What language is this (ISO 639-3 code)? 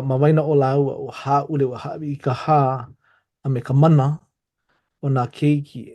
haw